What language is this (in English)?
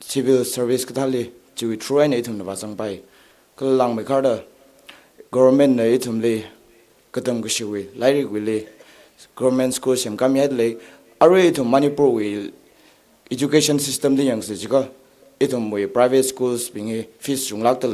Tangkhul Naga (India)